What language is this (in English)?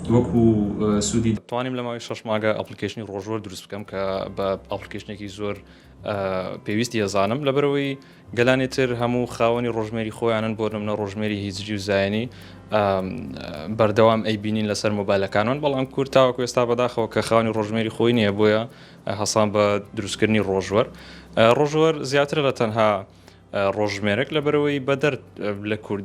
Central Kurdish